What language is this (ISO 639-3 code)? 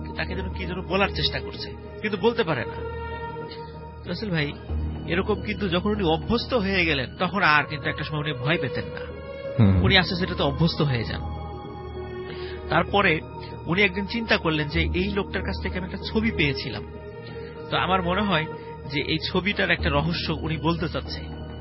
ben